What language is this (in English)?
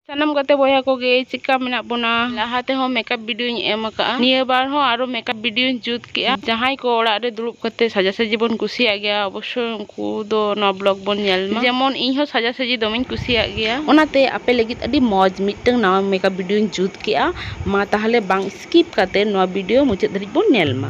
Santali